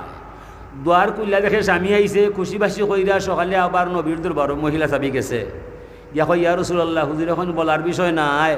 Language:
Sylheti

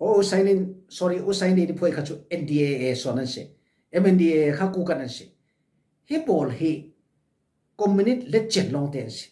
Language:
Falam Chin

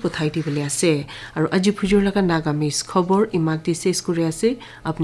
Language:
Naga Pidgin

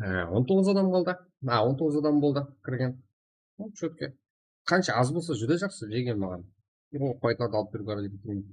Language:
Kara-Kalpak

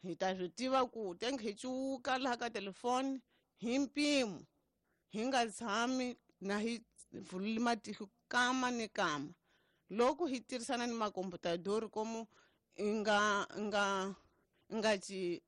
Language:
Tsonga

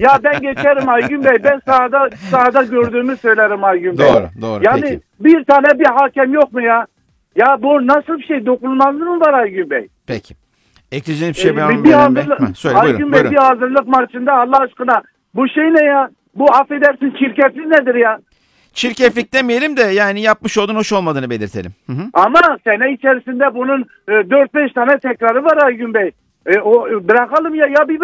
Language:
Turkish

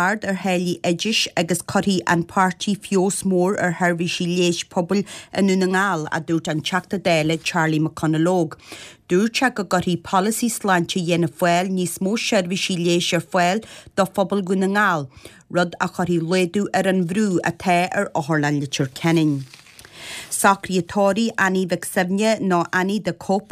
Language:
Irish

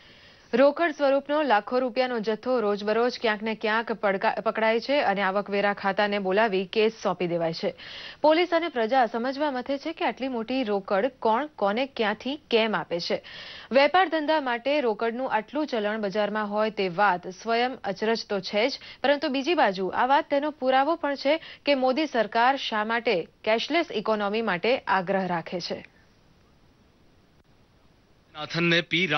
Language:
Gujarati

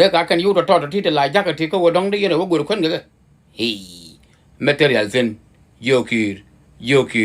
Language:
Nuer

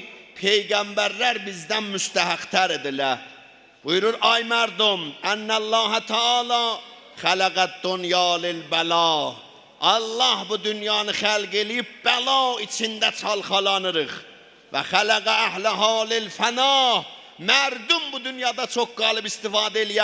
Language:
South Azerbaijani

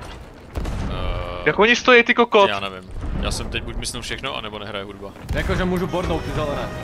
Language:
Czech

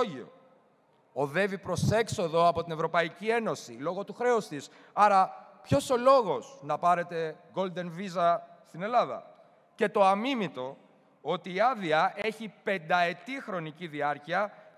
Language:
Greek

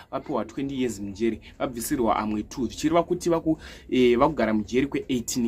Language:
Shona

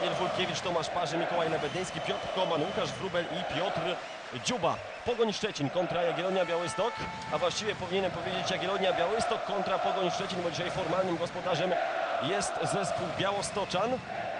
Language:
Polish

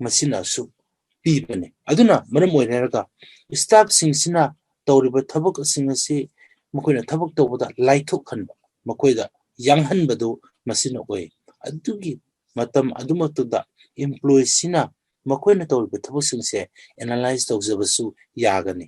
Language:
Manipuri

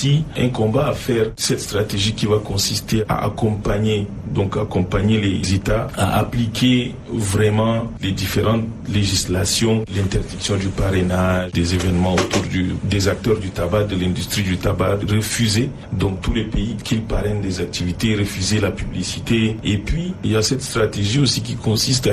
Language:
French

